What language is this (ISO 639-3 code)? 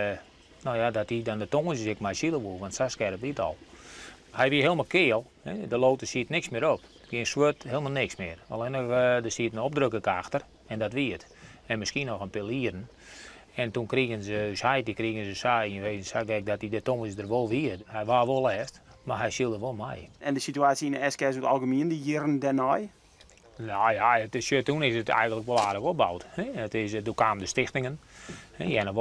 fry